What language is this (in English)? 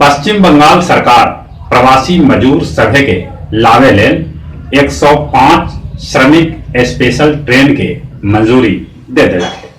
Magahi